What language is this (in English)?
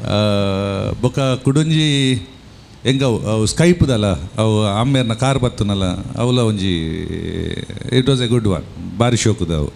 Tulu